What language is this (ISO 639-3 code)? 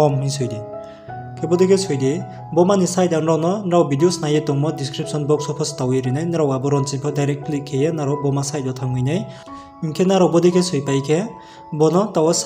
ria